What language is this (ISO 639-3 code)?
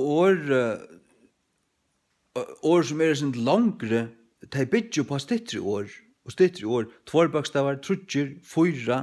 fao